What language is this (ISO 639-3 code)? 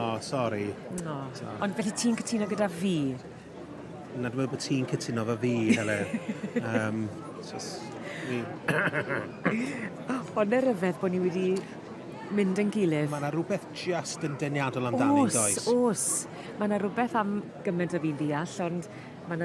cym